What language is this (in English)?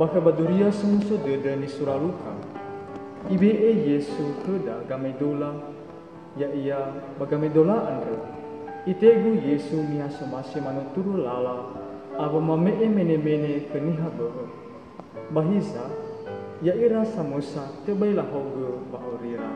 Nias